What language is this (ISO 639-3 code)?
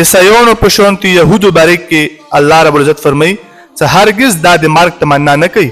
pus